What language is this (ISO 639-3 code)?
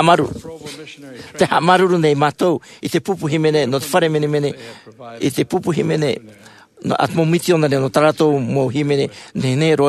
tah